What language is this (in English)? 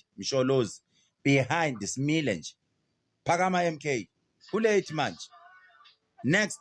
Zulu